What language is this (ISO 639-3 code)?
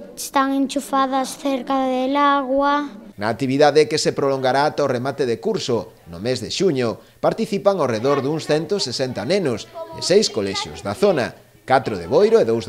glg